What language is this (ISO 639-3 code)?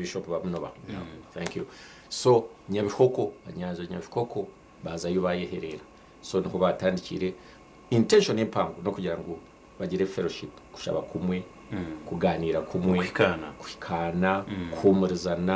nyn